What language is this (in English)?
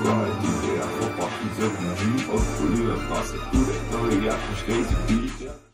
Polish